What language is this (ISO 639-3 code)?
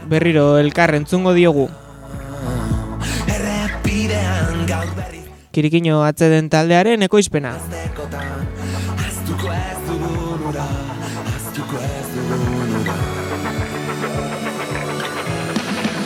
eus